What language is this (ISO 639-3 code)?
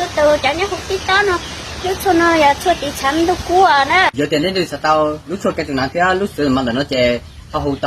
hmn